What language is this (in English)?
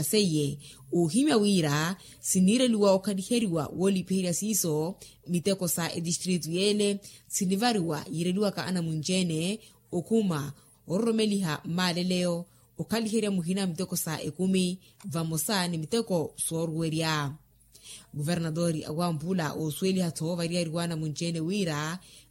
Makhuwa